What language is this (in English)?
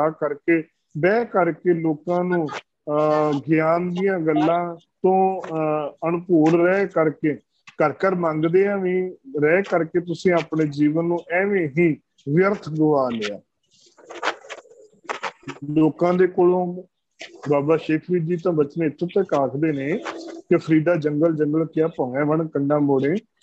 Punjabi